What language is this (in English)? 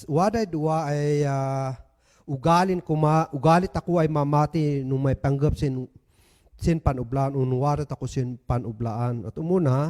Kankanaey